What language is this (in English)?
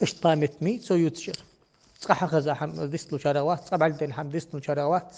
Ingush